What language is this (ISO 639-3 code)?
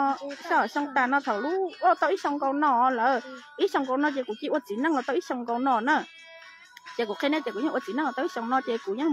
vie